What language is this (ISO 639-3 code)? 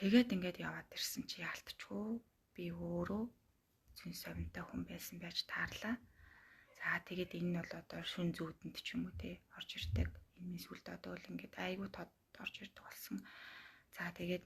mon